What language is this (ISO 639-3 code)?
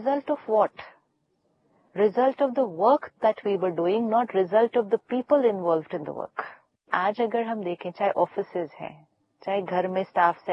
hin